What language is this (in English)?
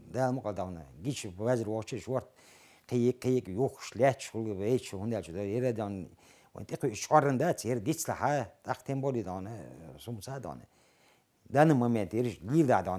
Chechen